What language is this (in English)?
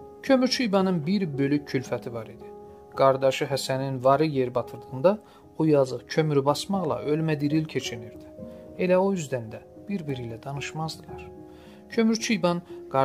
South Azerbaijani